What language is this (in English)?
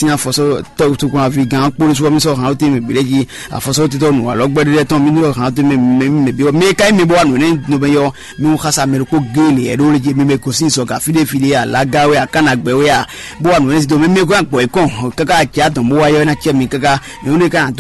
Fon